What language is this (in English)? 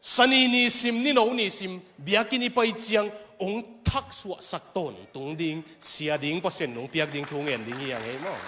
Tedim Chin